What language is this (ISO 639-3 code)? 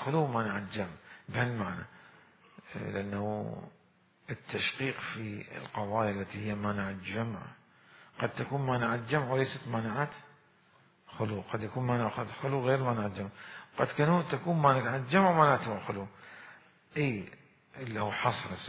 acm